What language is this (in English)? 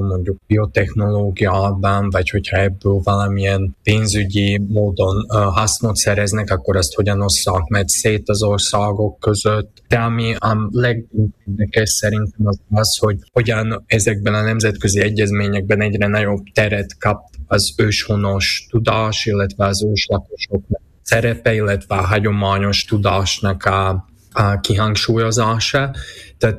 Hungarian